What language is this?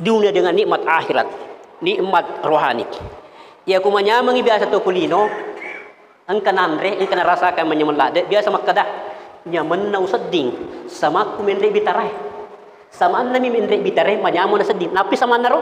Buginese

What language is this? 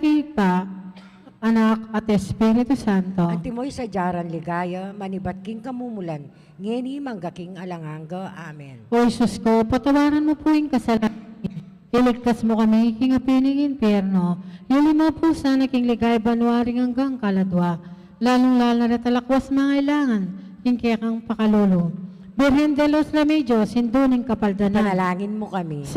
Pampanga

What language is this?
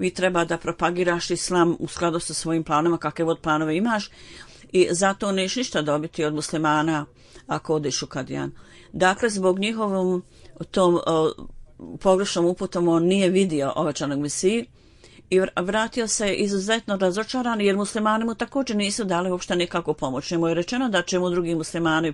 Bosnian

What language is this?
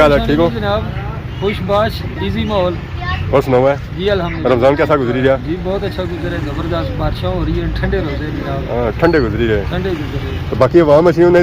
Pahari-Potwari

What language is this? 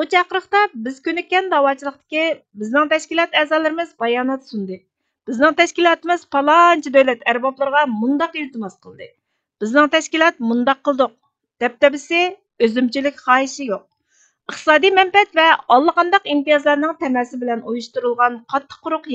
Uyghur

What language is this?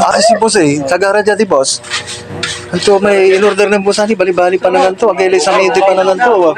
Pangasinan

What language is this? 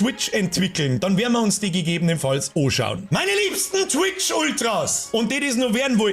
Bavarian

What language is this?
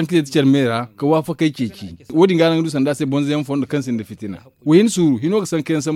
Zarma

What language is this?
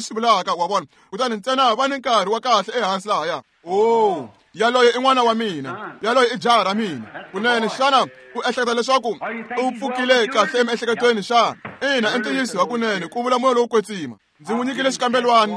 Tsonga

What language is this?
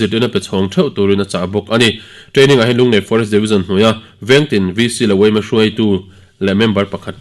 Mizo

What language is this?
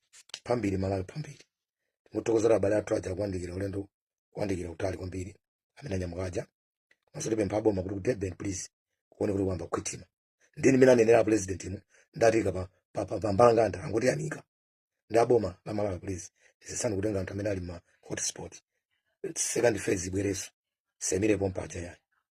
Nyanja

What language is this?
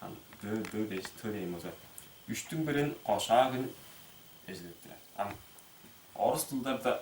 Tuvinian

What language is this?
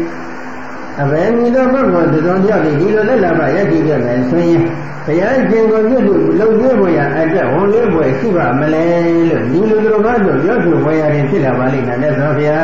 Burmese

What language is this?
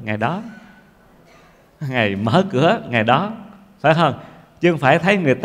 Vietnamese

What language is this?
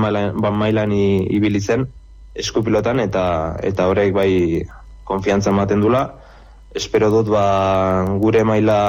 Basque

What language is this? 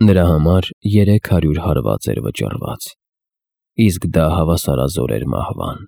Armenian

